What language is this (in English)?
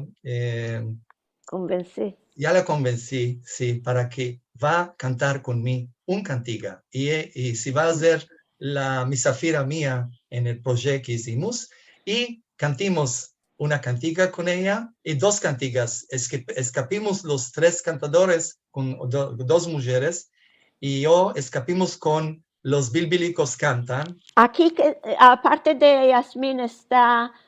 Ladino